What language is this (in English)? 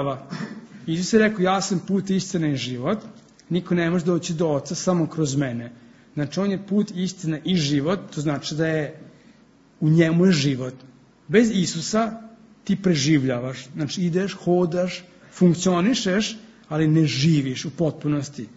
Serbian